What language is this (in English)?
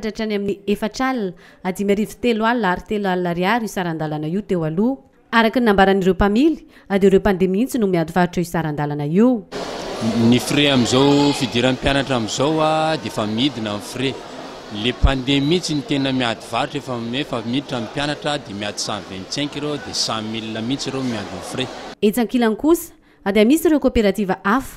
Malagasy